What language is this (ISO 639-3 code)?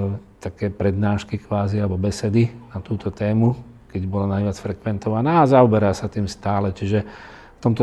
slk